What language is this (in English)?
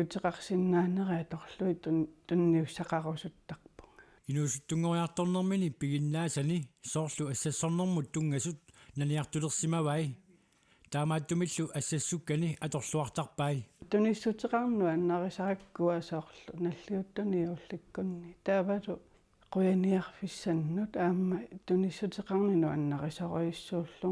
Kalaallisut